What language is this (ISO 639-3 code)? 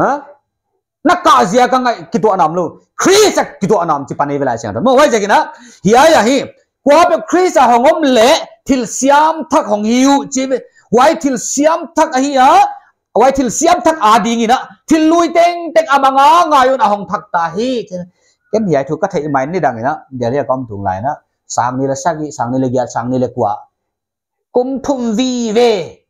pck